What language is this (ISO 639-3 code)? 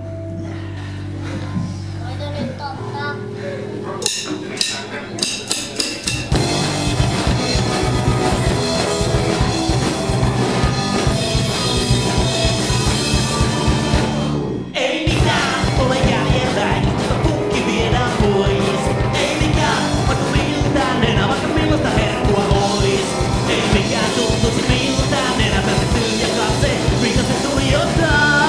fin